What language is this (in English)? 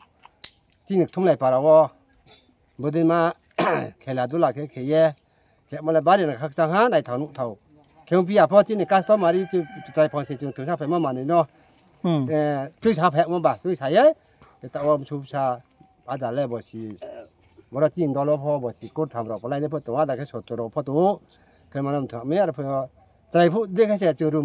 Riang (India)